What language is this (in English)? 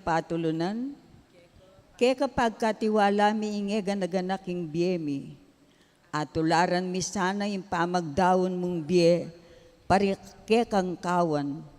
Pampanga